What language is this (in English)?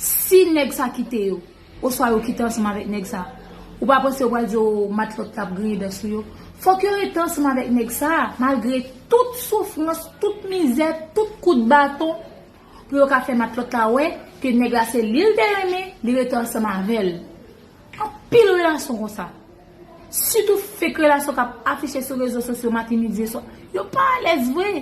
Haitian Creole